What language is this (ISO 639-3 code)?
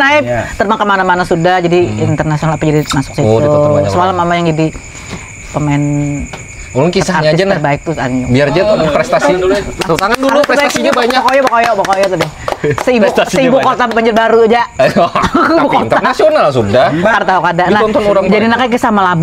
bjn